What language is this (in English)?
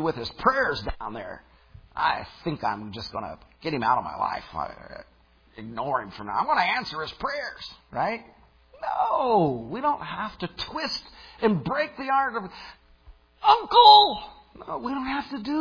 English